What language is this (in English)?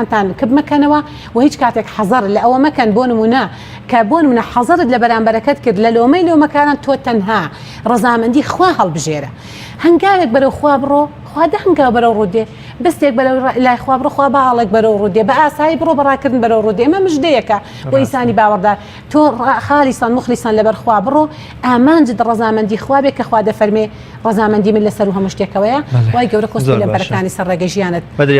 Central Kurdish